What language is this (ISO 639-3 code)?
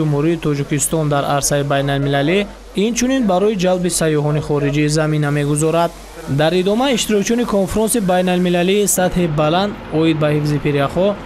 tgk